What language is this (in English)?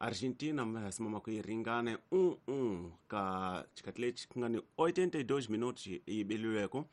Tsonga